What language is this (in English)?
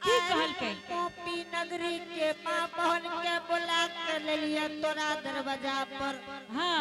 Angika